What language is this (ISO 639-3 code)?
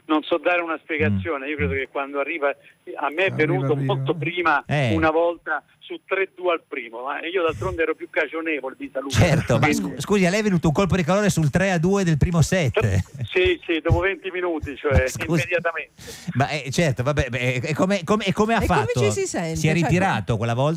ita